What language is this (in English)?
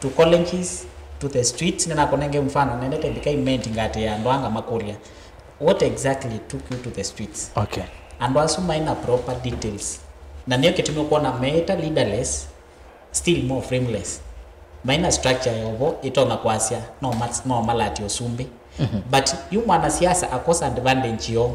Kamba